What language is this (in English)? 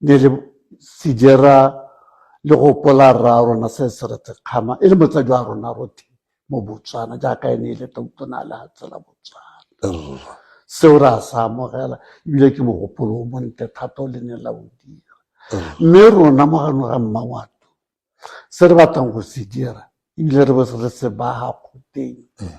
Tswana